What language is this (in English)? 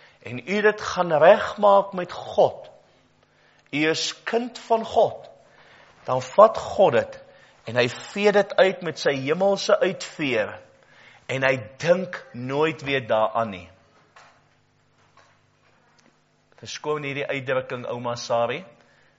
Afrikaans